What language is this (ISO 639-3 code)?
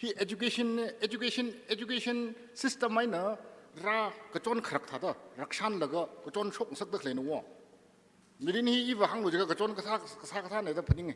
nmf